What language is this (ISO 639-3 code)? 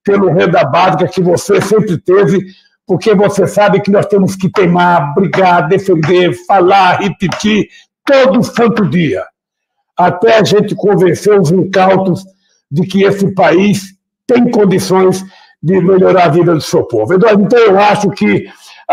por